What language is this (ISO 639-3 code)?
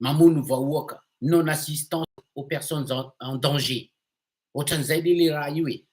mlg